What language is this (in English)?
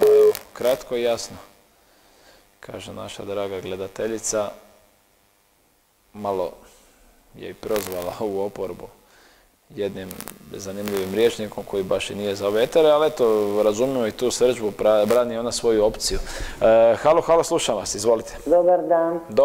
Croatian